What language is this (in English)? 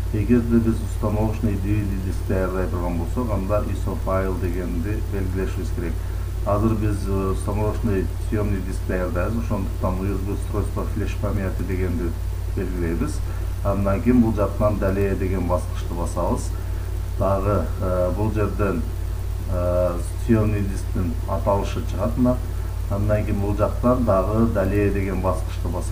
Kyrgyz